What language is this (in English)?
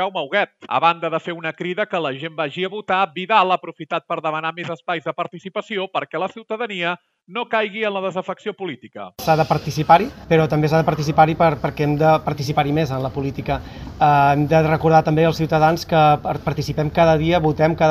Catalan